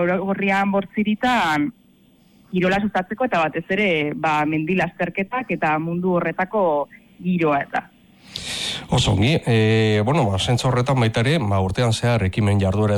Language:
Basque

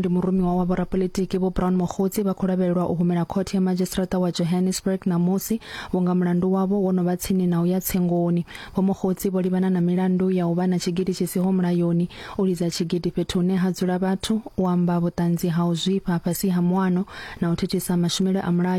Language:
Venda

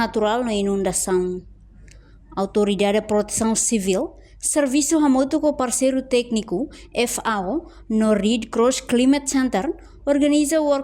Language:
Tetum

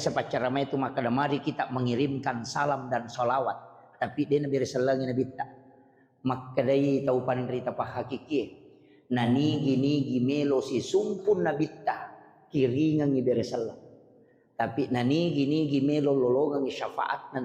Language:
Buginese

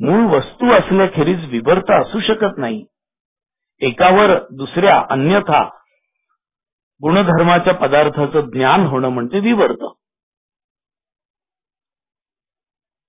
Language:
Marathi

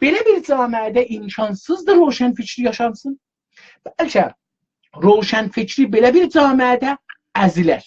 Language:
South Azerbaijani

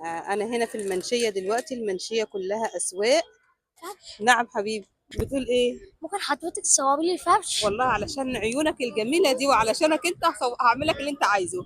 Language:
Egyptian Arabic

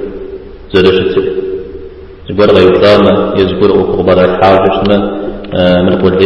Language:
Kabardian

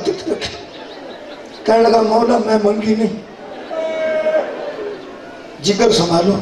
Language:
Urdu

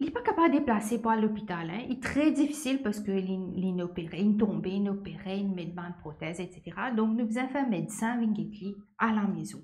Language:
Morisyen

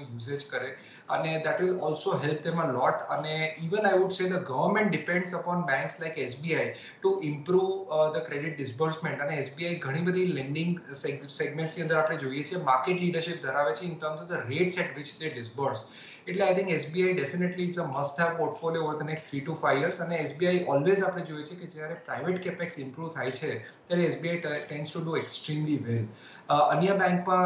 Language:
Gujarati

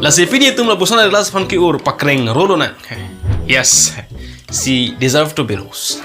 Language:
Karbi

